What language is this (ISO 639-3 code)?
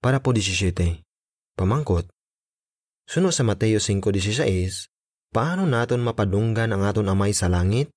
hil